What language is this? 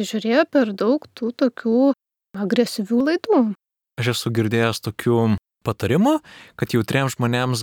Lithuanian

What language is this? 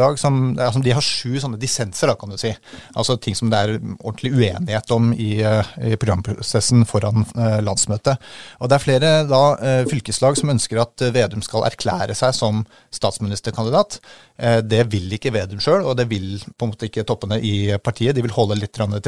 Norwegian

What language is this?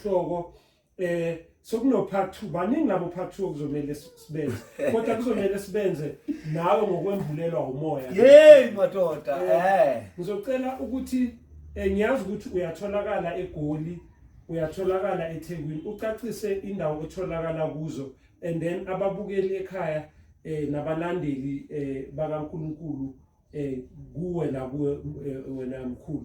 Zulu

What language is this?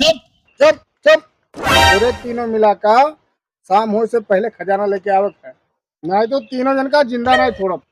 Awadhi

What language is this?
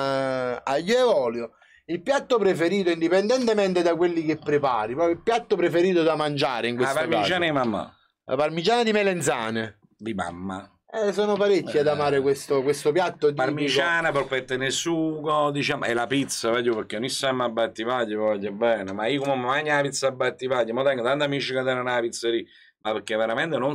Italian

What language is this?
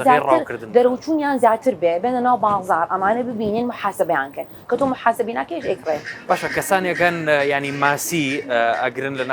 Central Kurdish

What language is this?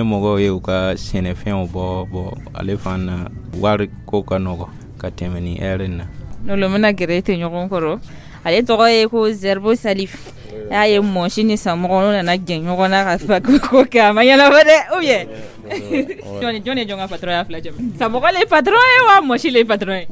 Dyula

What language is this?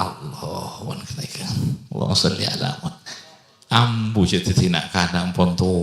Madurese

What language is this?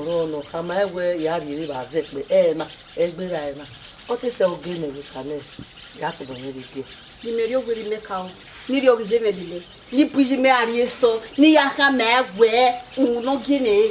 Bini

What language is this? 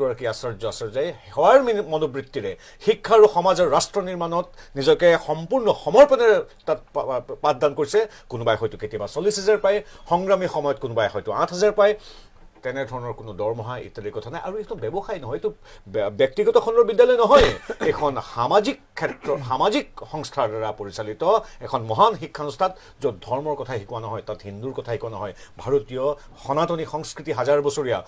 Assamese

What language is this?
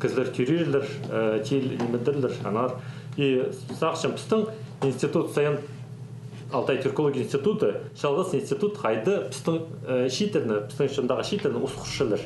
Khakas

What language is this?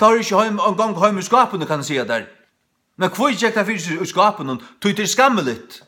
Faroese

